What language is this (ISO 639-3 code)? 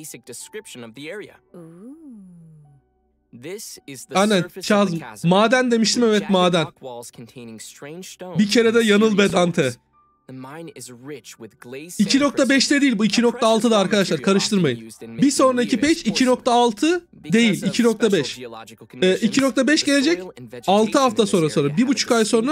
tur